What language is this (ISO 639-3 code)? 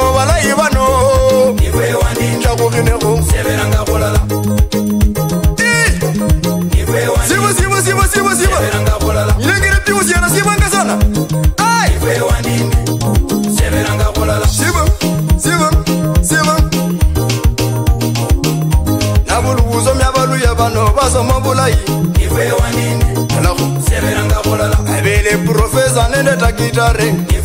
luy